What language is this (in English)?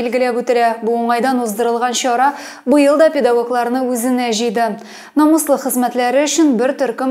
Tatar